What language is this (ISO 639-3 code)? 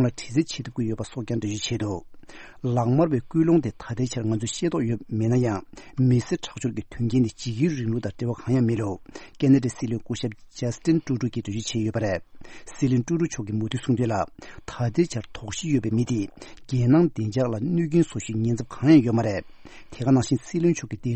bod